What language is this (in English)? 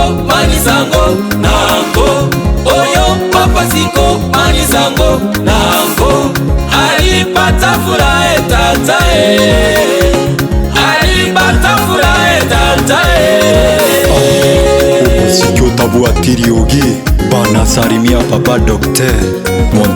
Gusii